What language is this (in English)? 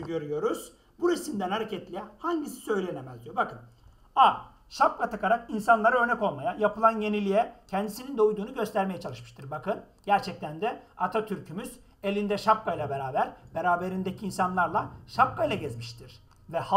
Turkish